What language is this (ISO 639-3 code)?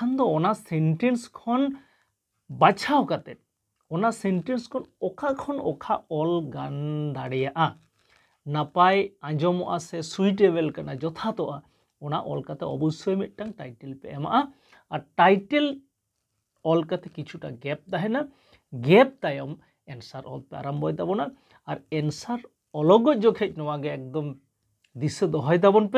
sat